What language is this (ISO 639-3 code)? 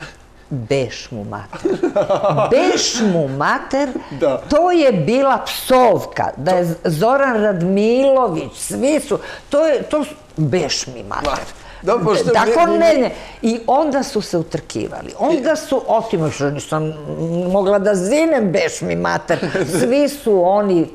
srp